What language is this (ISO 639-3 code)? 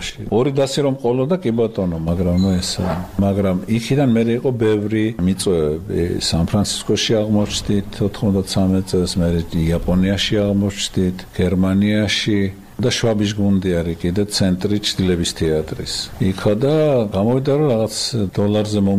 kat